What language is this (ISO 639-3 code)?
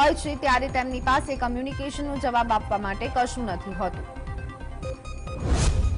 guj